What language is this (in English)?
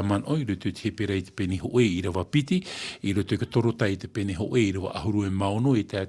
Tahitian